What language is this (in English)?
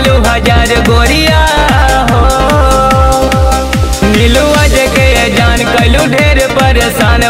Bhojpuri